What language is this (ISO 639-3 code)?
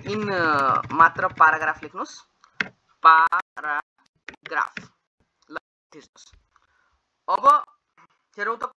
nep